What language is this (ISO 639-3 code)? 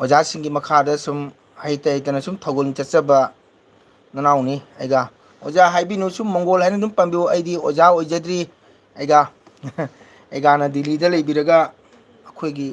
mni